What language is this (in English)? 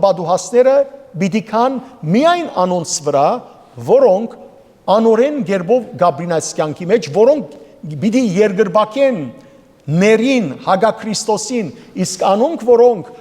Western Armenian